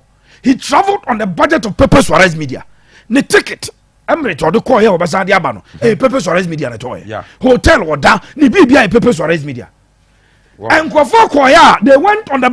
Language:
Akan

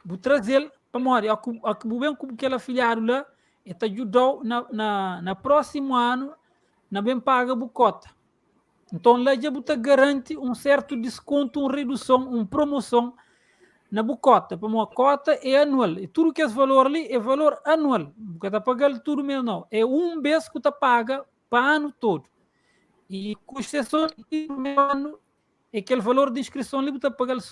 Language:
Kabuverdianu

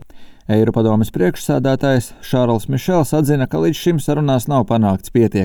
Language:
Latvian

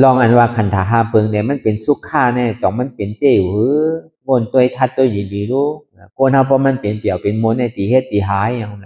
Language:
Shan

